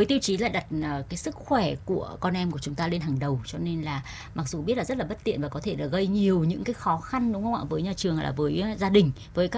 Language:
Vietnamese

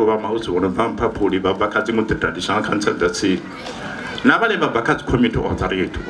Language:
Venda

